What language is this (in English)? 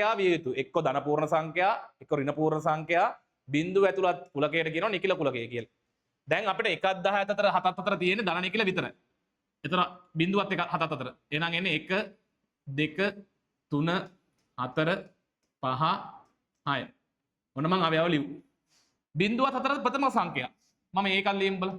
Sinhala